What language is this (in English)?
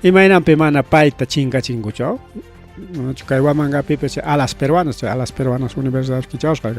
Ayacucho Quechua